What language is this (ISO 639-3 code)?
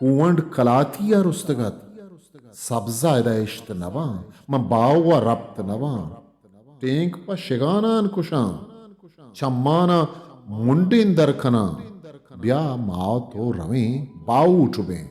bgp